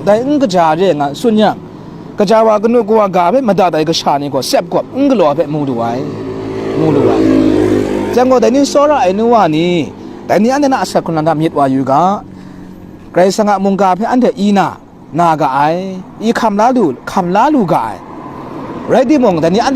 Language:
Kachin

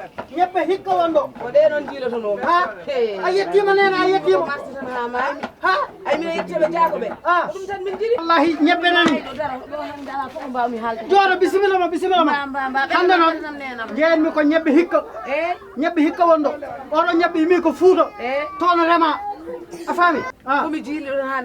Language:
Fula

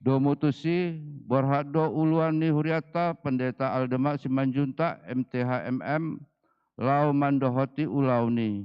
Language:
Batak Toba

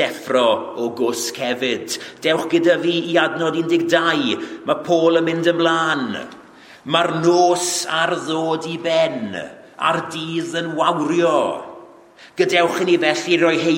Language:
Welsh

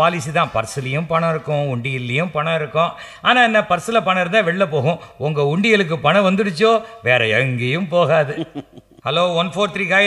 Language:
Tamil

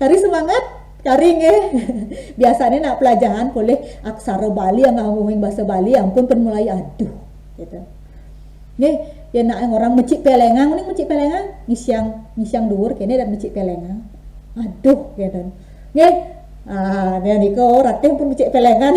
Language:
Balinese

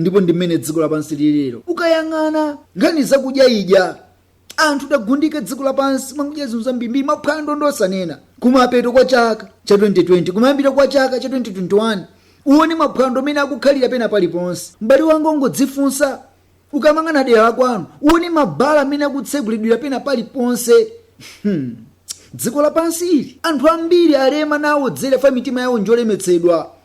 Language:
Nyanja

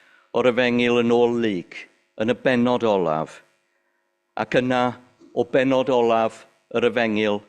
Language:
Welsh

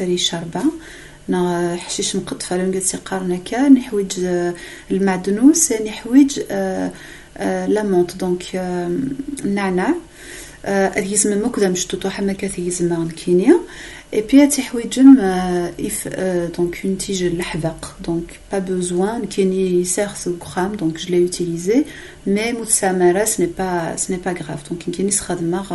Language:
Kabyle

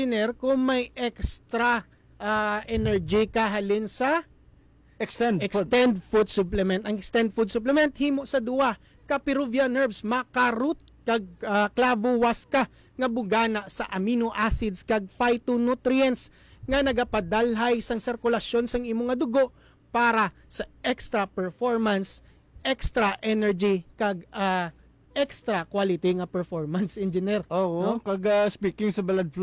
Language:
Hiligaynon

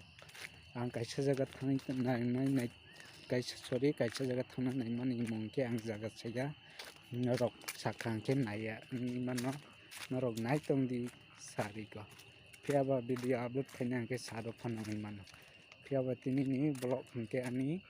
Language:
Kok Borok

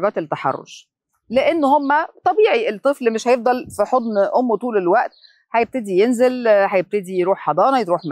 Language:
Egyptian Arabic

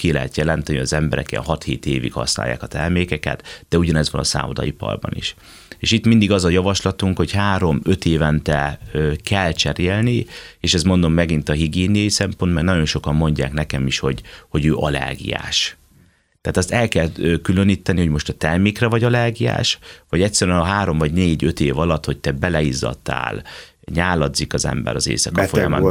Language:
Hungarian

